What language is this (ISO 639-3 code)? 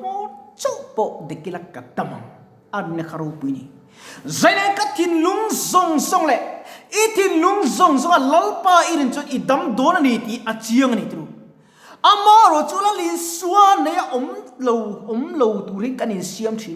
lus